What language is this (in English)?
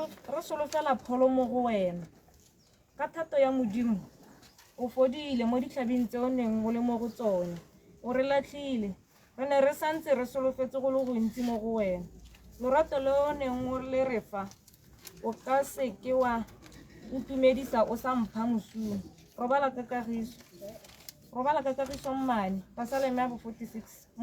Tswana